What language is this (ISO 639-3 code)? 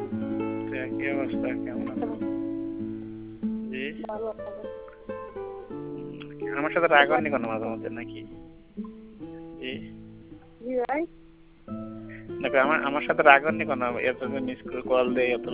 ben